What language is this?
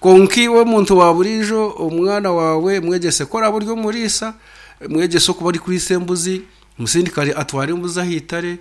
Nyankole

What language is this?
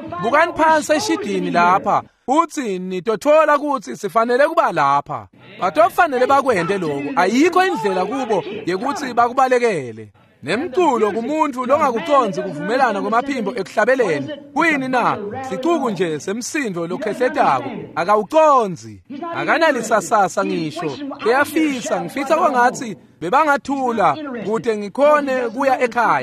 Swati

